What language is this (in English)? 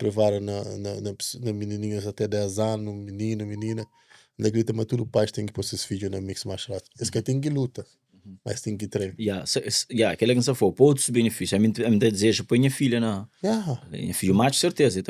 Kabuverdianu